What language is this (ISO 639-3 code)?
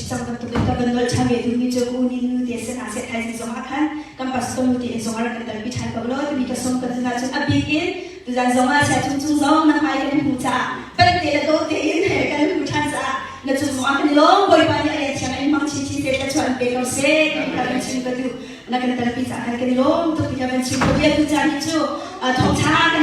cnh